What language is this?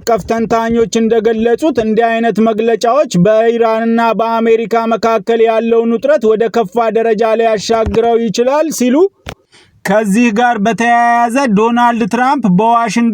Amharic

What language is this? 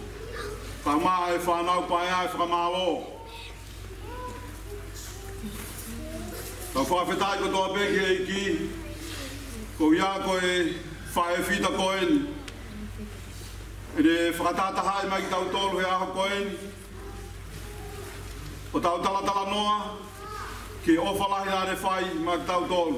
Tongan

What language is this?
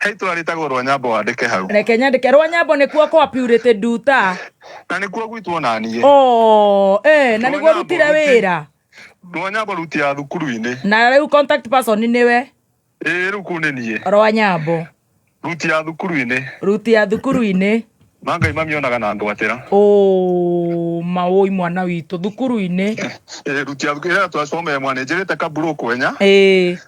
Kikuyu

